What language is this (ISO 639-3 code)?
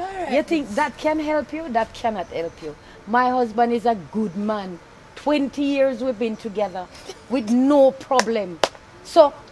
jam